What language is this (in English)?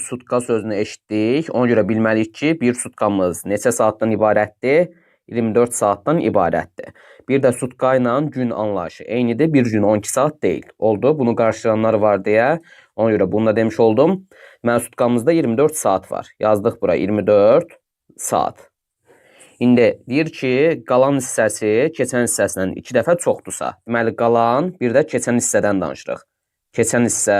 Azerbaijani